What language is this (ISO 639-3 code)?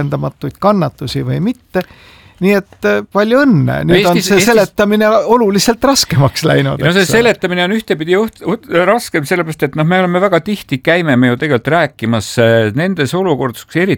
est